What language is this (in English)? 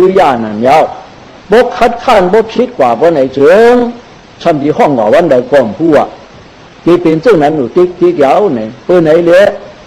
Shan